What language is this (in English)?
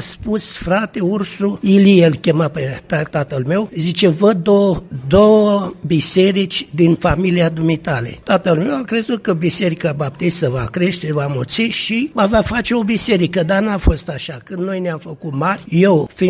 Romanian